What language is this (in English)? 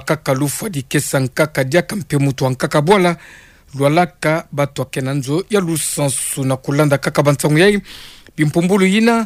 Kituba (Democratic Republic of Congo)